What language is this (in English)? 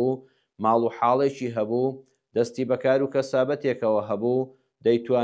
Central Kurdish